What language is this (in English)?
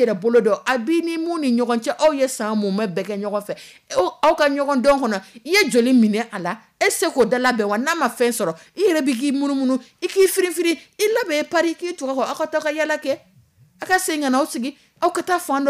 Dyula